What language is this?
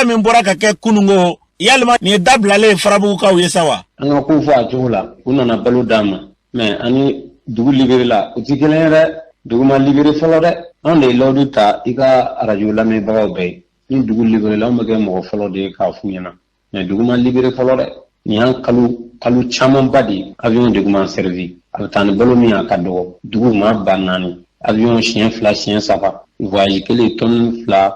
Bambara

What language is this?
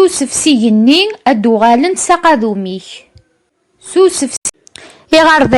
Kabyle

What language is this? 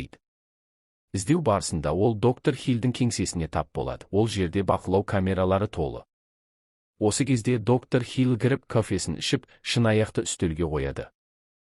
Kazakh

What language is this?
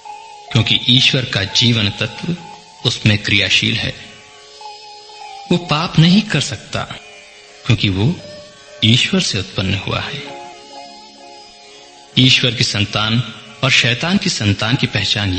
Hindi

